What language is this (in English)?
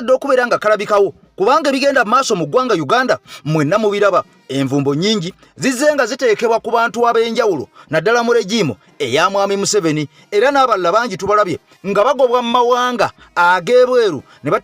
Ganda